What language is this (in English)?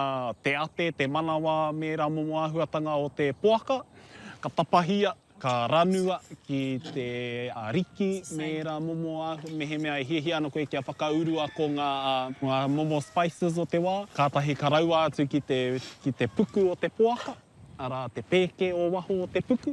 Māori